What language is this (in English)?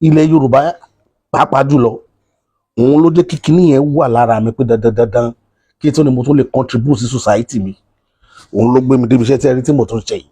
Yoruba